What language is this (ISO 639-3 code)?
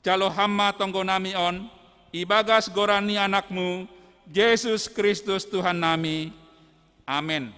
bts